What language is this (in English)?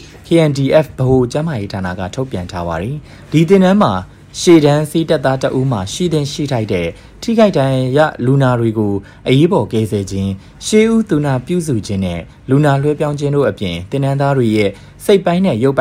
Burmese